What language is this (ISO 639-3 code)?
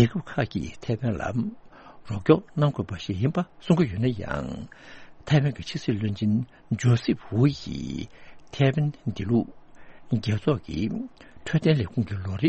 bod